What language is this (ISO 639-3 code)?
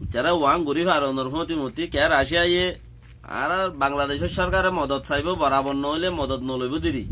rhg